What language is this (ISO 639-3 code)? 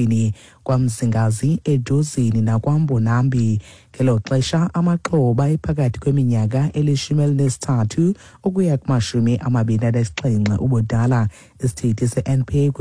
xho